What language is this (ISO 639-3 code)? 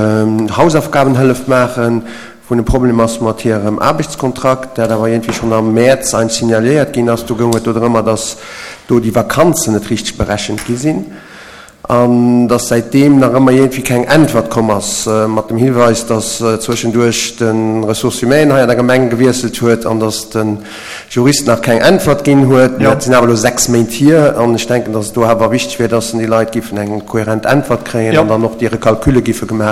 ltz